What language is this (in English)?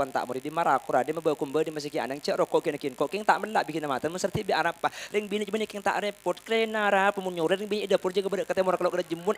Madurese